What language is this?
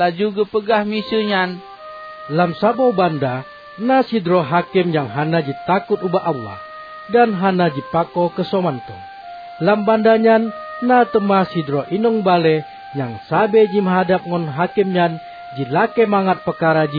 Achinese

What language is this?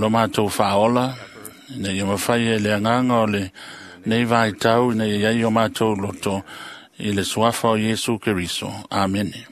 Samoan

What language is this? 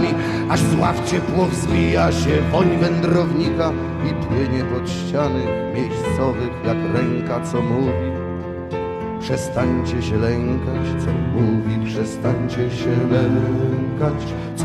Polish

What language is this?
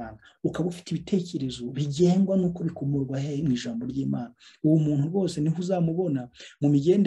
Kinyarwanda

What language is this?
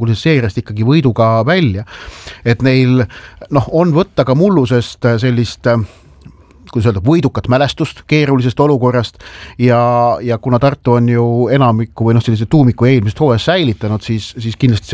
Estonian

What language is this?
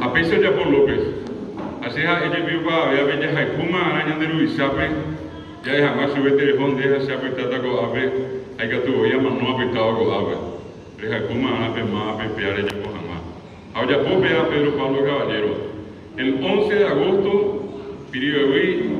Guarani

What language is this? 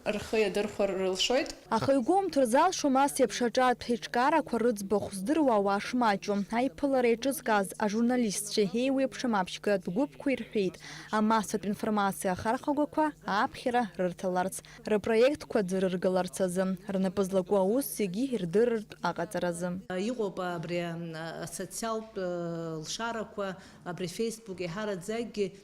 Abkhazian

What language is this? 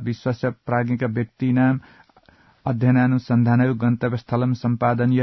Sanskrit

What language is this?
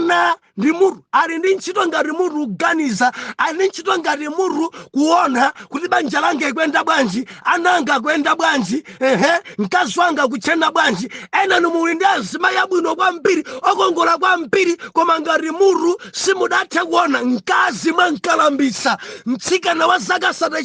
Nyanja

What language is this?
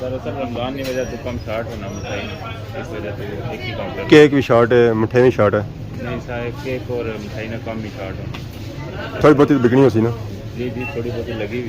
Pahari-Potwari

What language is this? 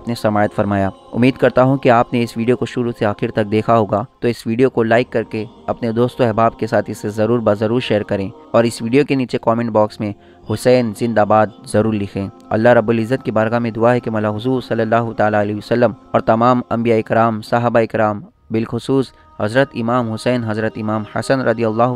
Urdu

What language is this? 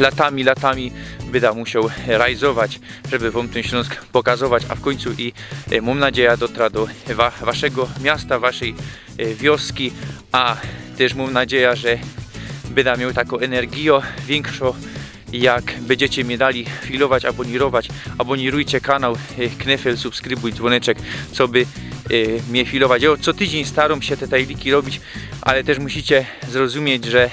Silesian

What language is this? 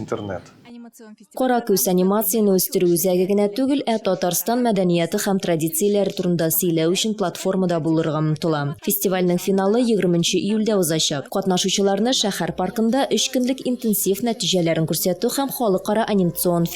Tatar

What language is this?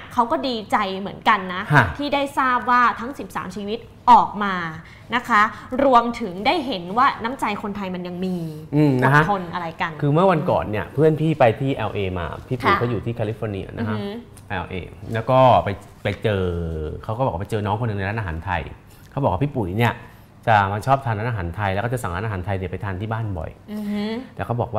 Thai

